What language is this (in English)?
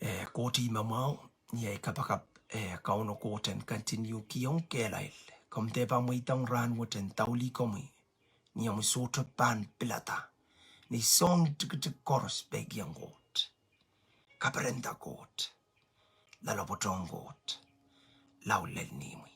Pohnpeian